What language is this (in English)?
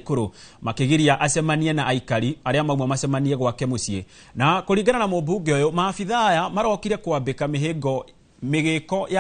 Kikuyu